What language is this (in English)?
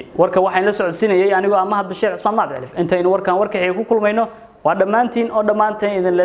Somali